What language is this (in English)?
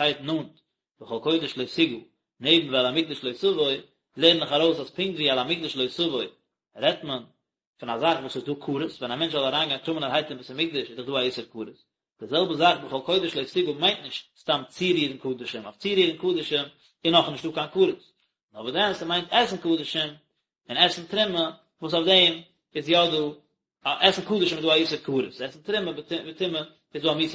Yiddish